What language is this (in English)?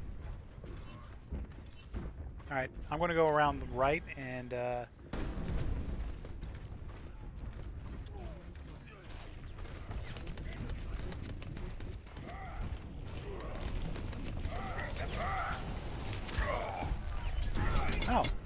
English